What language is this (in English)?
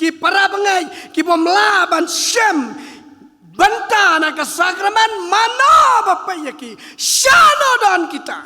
Khasi